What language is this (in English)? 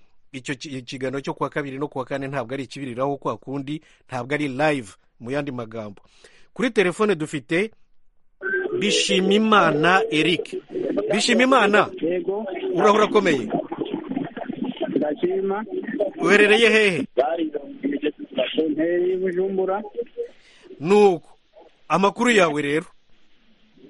Kinyarwanda